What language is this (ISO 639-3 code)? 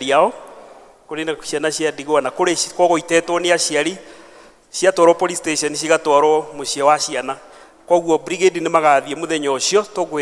kik